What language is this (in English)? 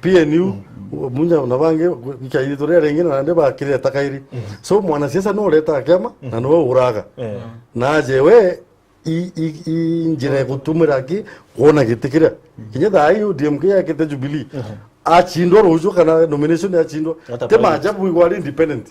Meru